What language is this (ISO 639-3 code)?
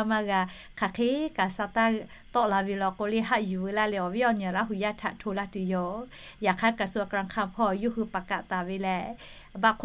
lhu